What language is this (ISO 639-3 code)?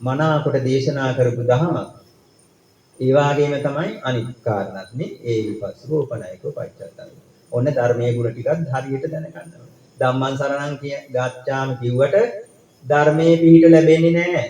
sin